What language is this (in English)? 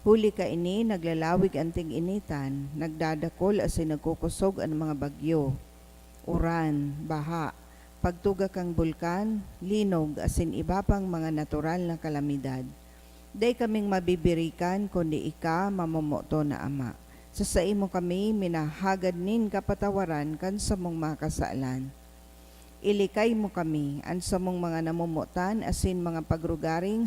Bikol